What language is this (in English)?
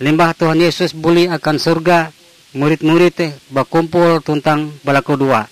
Ngaju